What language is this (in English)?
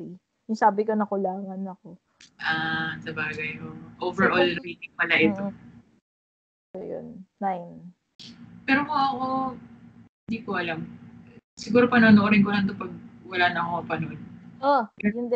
Filipino